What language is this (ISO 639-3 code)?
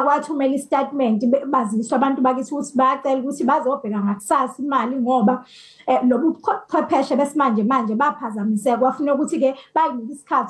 zul